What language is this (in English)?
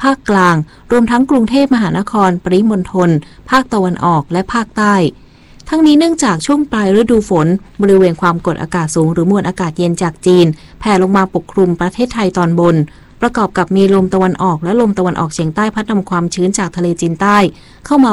Thai